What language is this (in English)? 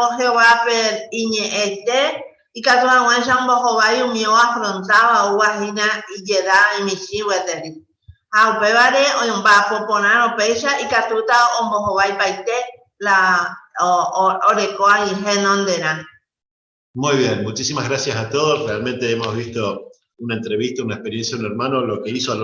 Guarani